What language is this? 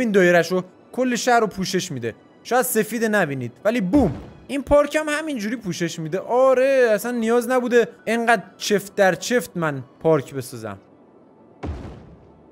Persian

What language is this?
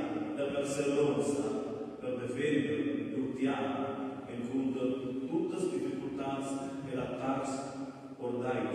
Romansh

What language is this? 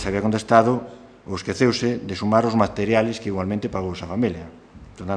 Galician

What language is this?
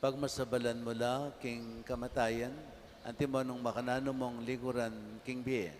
Pampanga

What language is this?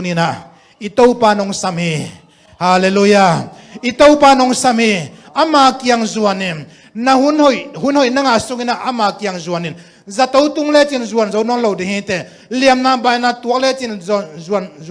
Tedim Chin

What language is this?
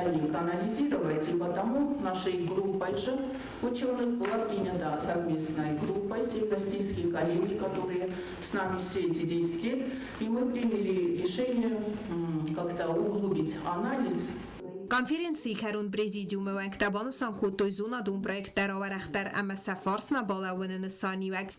Ossetic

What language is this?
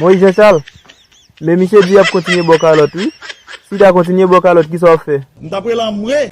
Haitian Creole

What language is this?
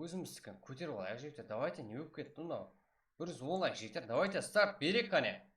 Kara-Kalpak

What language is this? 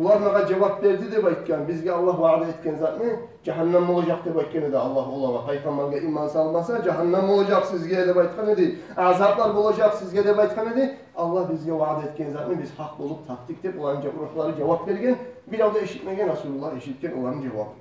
Kumyk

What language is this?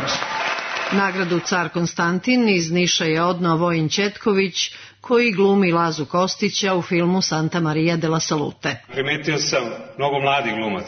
Serbian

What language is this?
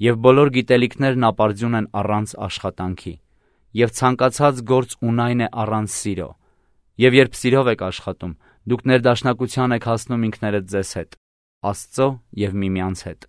Armenian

